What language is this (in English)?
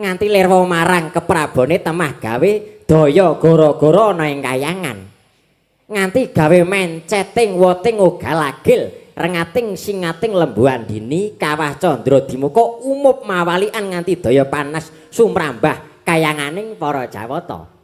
Javanese